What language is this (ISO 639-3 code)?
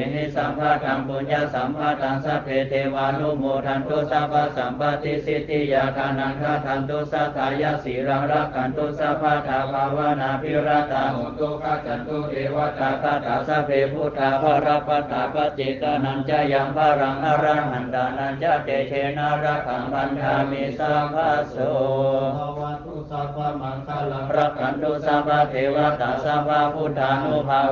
pli